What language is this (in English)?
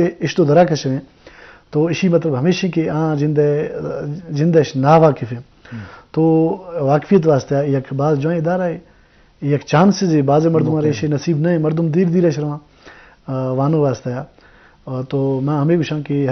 Eastern Balochi